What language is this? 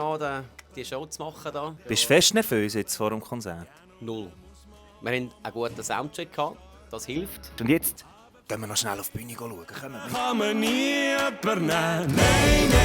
Swiss German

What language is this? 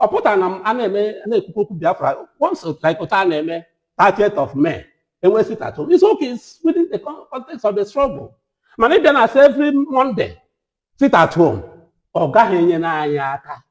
Igbo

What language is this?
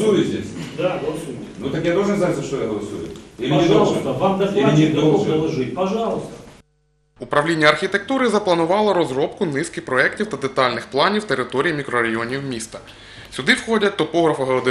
Ukrainian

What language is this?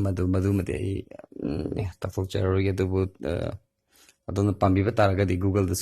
Manipuri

